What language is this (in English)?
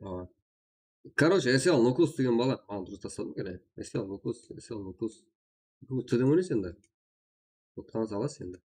Kara-Kalpak